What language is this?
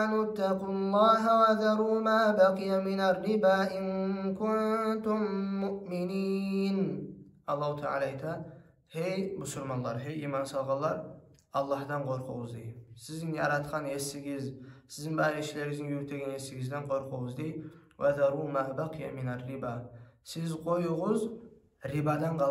Kumyk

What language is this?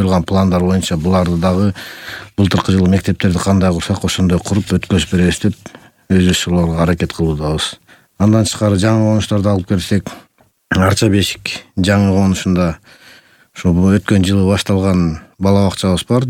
Kyrgyz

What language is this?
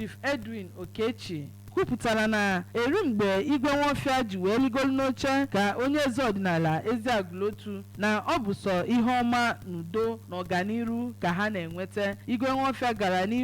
Igbo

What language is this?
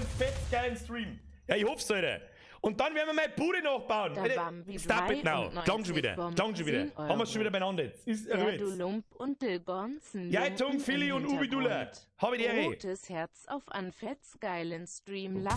Bavarian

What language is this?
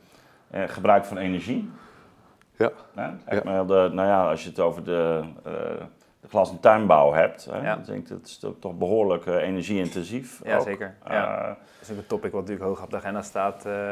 Dutch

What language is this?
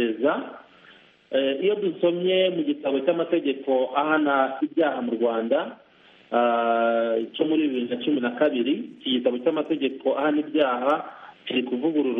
Kinyarwanda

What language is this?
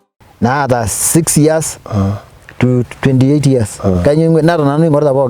Masai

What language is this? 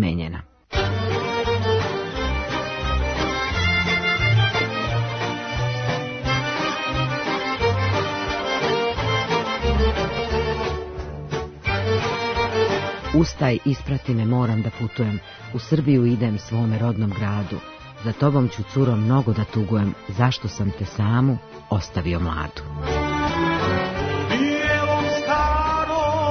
Serbian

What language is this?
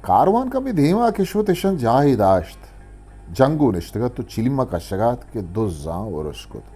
Eastern Balochi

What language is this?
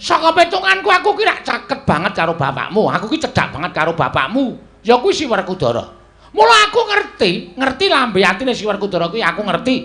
Javanese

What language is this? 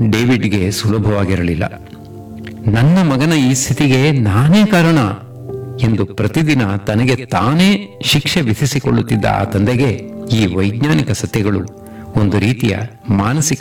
Kannada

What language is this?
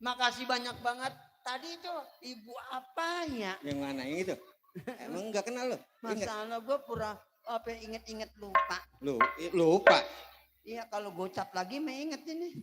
Betawi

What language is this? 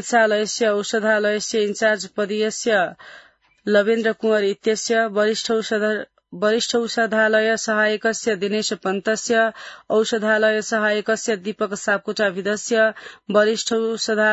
Sanskrit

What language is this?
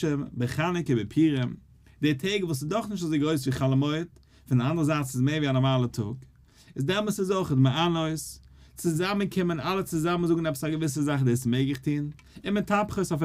Yiddish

